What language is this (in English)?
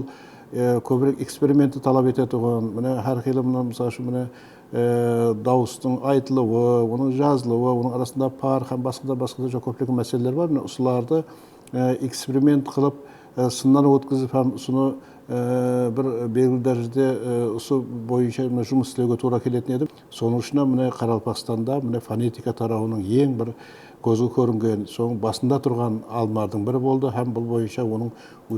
Kara-Kalpak